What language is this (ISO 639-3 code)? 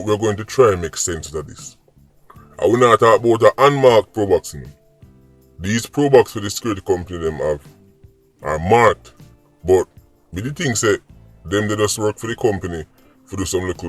jam